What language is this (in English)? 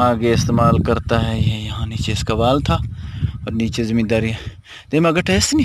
Eastern Balochi